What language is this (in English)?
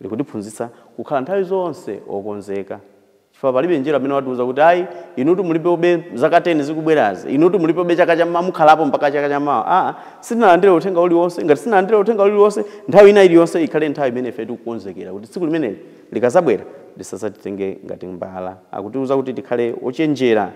Nyanja